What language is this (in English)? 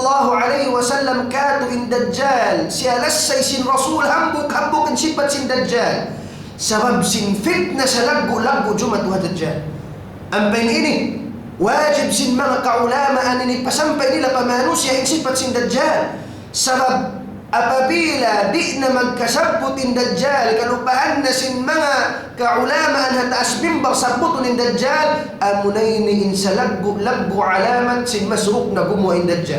Tausug